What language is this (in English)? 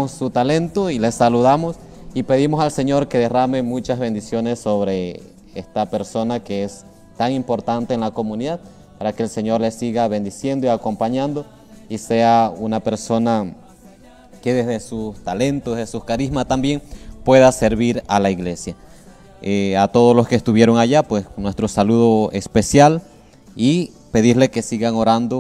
Spanish